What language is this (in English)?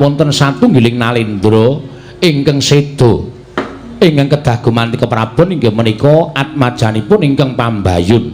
Javanese